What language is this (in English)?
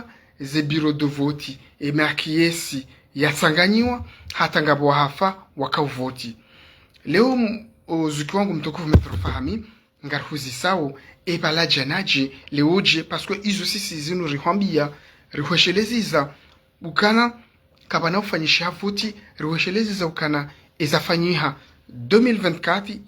Ngazidja Comorian